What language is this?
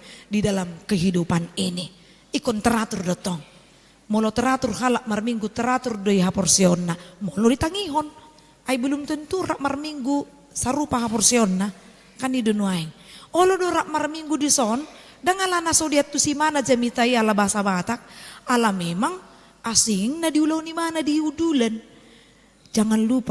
Batak Toba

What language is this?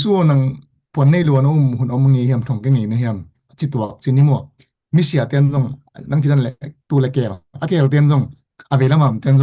Tedim Chin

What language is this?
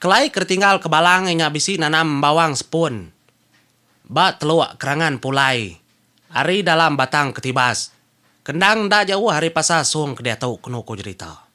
Iban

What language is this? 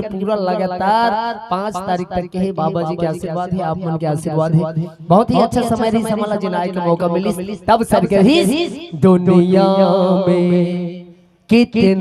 Chhattisgarhi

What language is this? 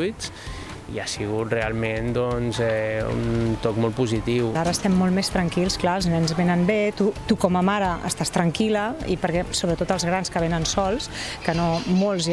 Catalan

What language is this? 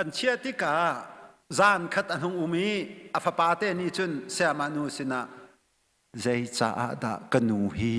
Hakha Chin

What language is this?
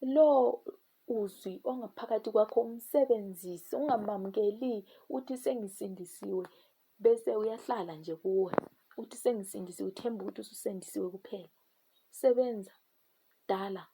Zulu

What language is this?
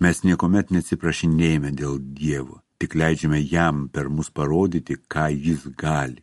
Lithuanian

